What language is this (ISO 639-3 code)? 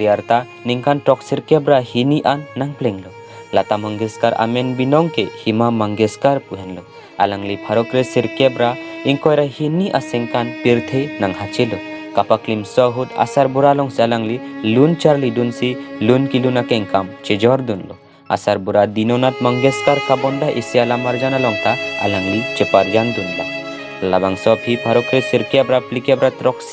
mjw